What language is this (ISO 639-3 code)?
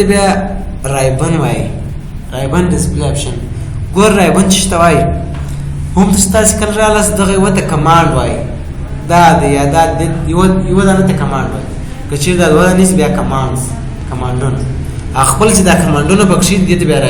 pus